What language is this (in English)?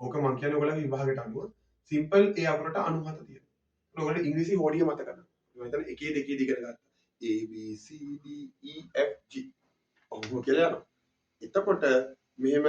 Sinhala